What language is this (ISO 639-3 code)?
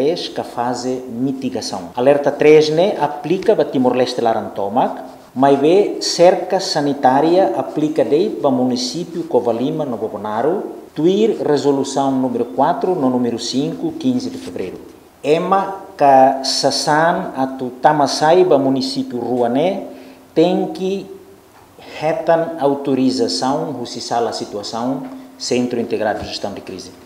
tet